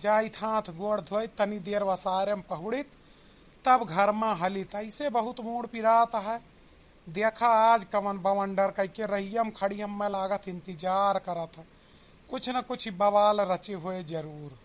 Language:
Awadhi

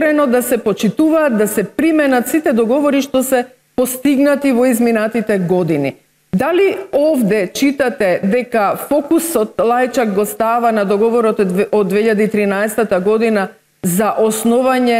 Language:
Macedonian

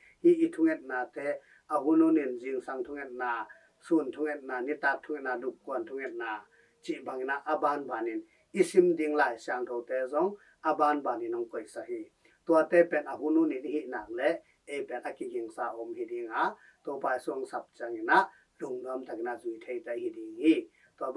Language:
Tedim Chin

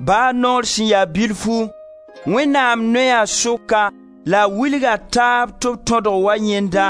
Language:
Mossi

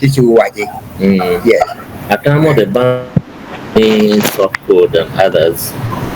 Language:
Acoli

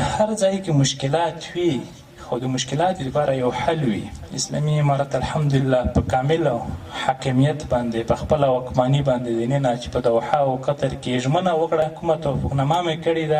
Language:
Pashto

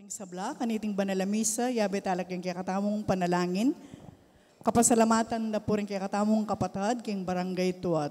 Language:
Pampanga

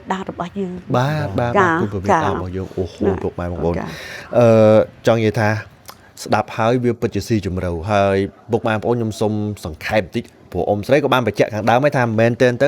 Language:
Khmer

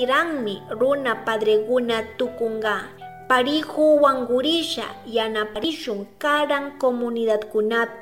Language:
Chimborazo Highland Quichua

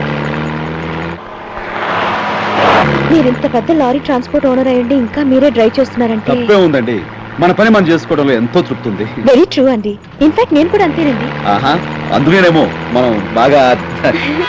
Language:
Telugu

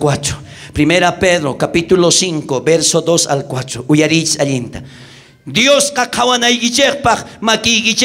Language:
South Bolivian Quechua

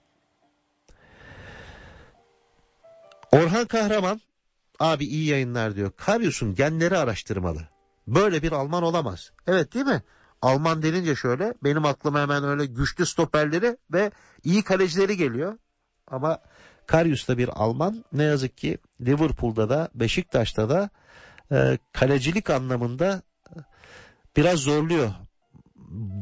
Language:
Turkish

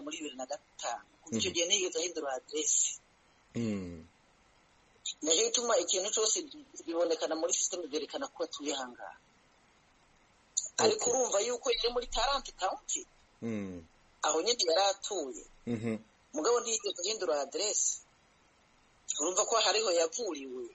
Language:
Kinyarwanda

